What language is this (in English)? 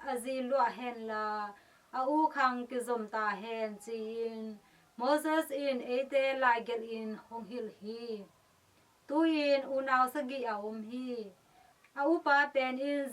Tedim Chin